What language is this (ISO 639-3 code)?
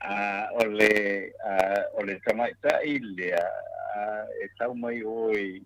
smo